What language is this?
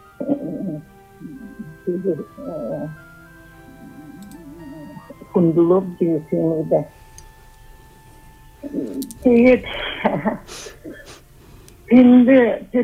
Buriat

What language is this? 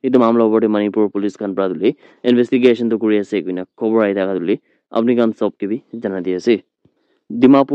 Naga Pidgin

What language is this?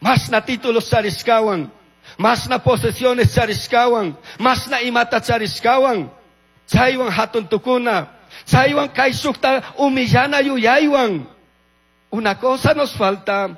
Chimborazo Highland Quichua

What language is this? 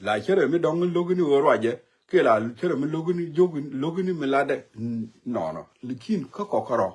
Nuer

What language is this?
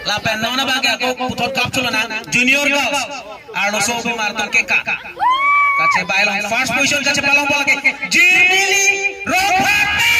Karbi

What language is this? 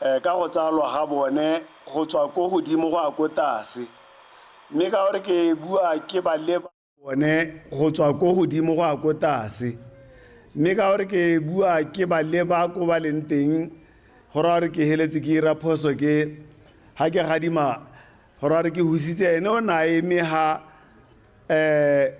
Tswana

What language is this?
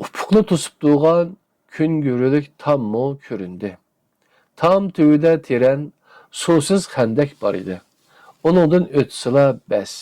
Uyghur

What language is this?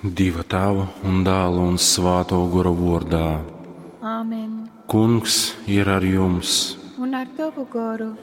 Latgalian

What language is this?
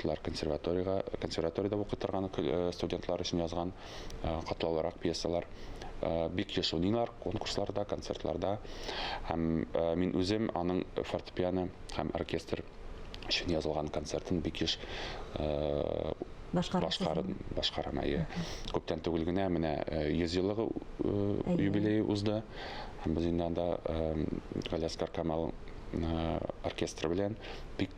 Tatar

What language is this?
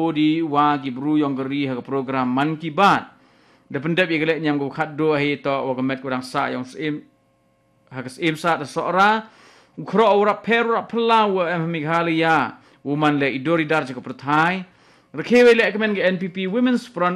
Khasi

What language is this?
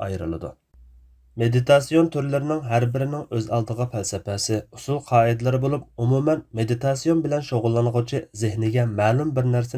Uyghur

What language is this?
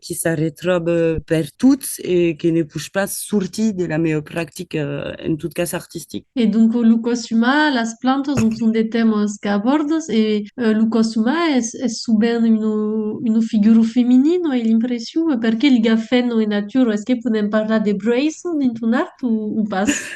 Occitan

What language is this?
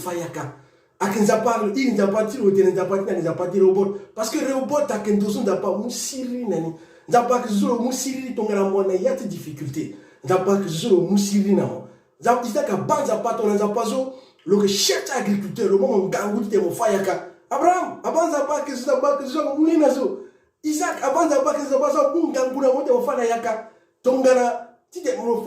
Sango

